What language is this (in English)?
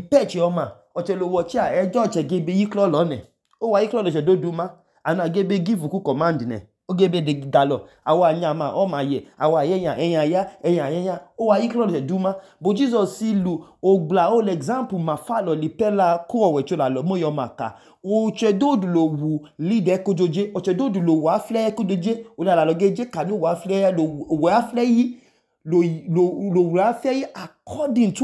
Idoma